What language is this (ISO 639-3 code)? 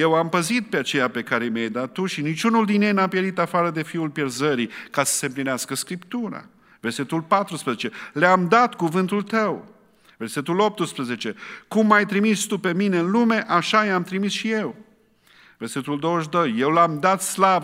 ron